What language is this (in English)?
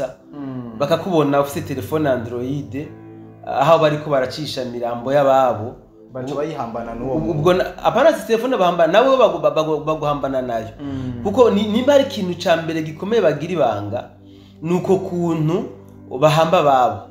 Rundi